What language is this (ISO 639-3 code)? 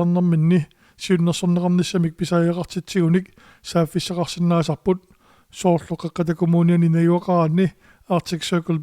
kal